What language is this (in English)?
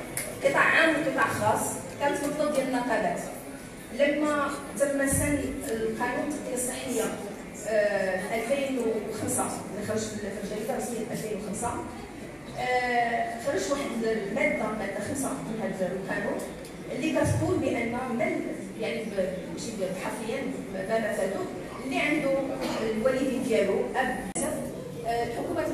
Moroccan Arabic